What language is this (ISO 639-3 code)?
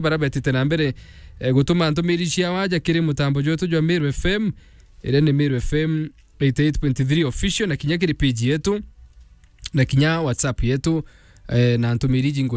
mer